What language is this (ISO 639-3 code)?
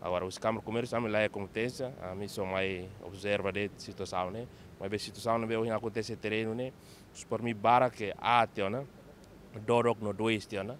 tet